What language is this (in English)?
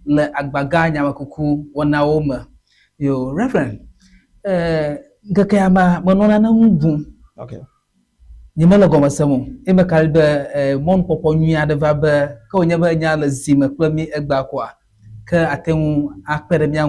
Ewe